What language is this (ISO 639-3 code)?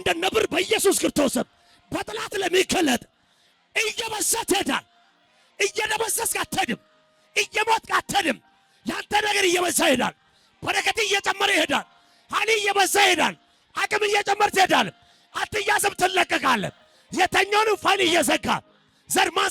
amh